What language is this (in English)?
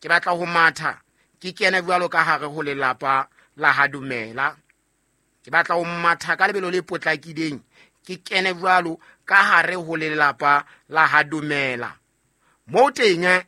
Southern Sotho